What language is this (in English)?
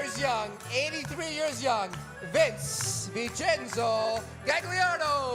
Sicilian